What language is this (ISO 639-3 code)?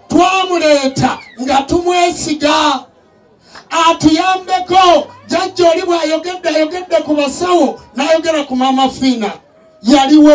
lug